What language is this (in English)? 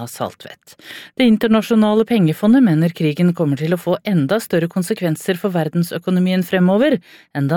Norwegian